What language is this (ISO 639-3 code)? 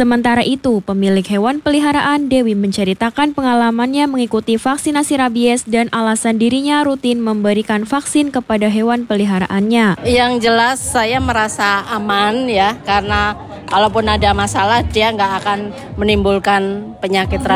ind